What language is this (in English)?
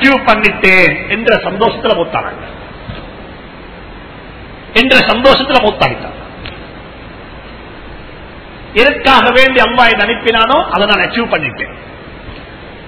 Tamil